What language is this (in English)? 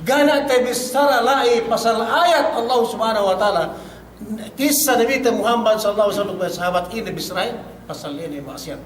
Yakan